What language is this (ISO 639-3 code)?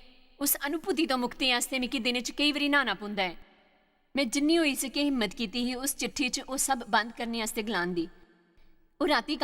doi